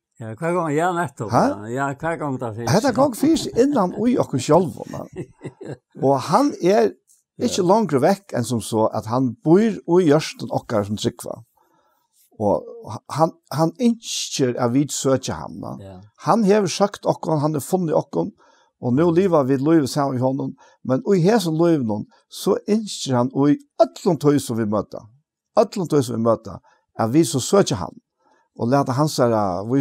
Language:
Faroese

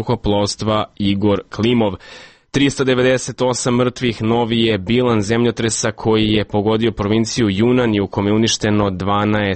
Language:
Serbian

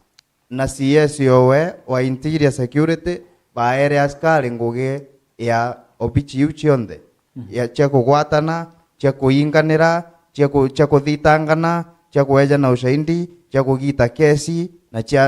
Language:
Meru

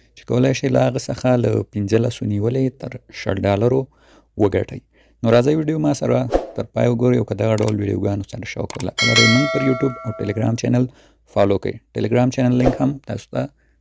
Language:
Pashto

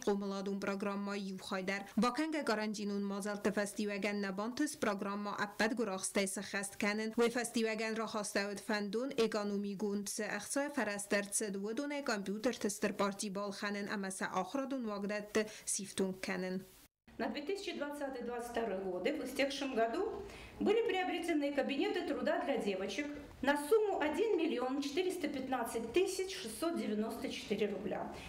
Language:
Ossetic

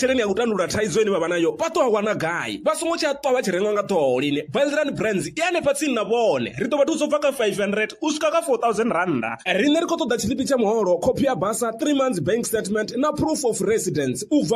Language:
Venda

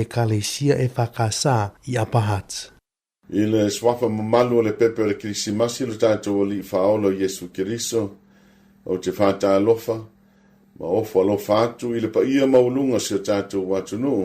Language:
Samoan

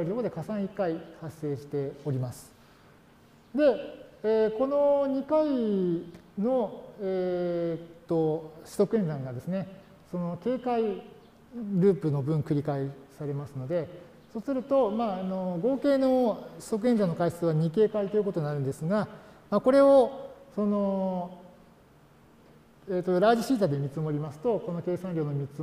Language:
Japanese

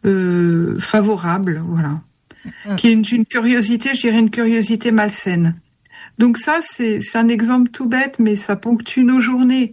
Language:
French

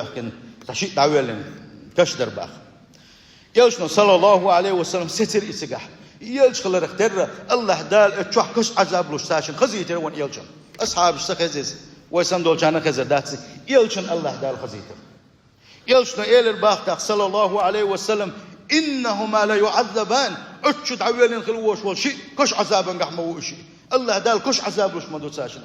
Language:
Chechen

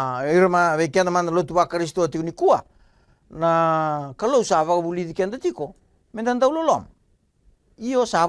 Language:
Fijian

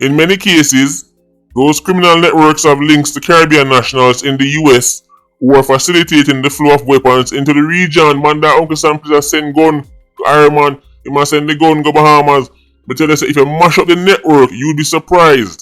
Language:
Jamaican Creole English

